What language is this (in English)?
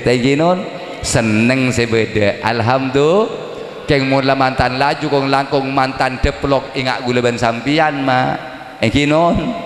Madurese